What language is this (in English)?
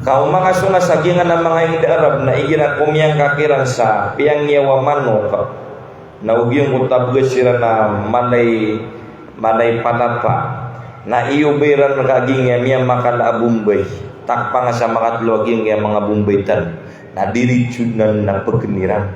Maranao